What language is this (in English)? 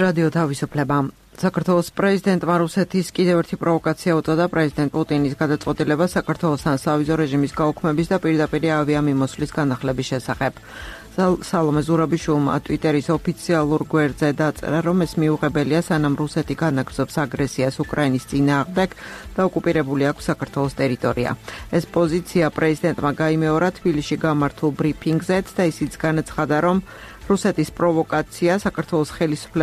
Georgian